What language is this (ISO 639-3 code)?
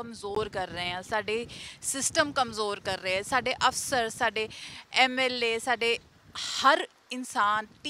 pan